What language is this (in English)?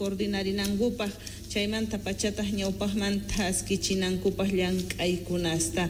South Bolivian Quechua